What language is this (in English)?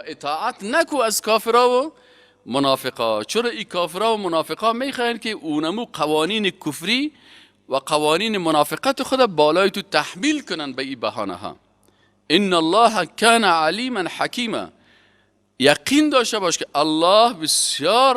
Persian